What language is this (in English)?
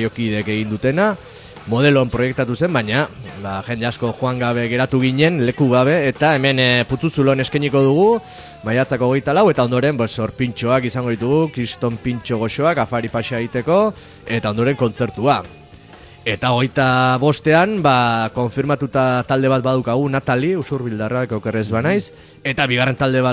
Basque